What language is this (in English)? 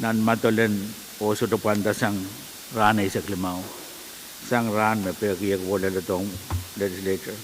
Pohnpeian